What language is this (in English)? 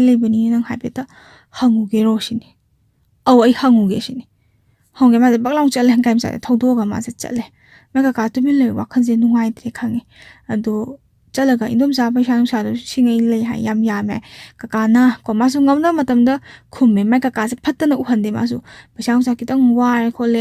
Manipuri